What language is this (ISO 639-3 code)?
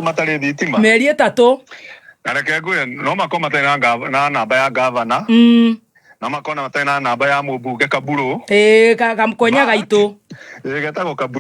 kik